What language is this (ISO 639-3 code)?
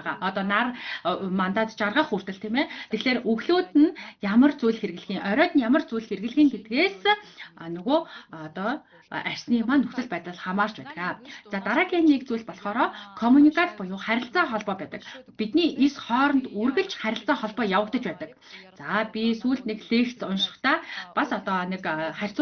mon